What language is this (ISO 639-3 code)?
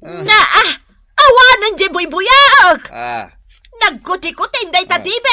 ilo